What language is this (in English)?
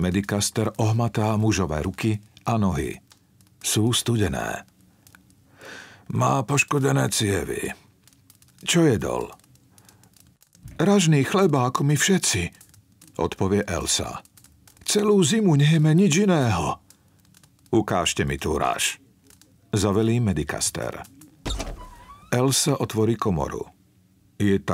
Slovak